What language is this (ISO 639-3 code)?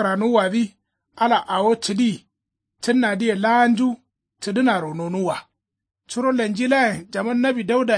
kau